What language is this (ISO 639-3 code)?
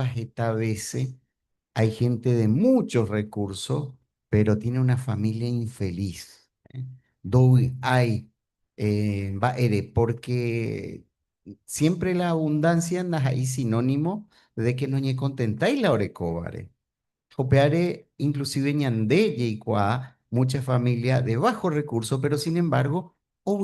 grn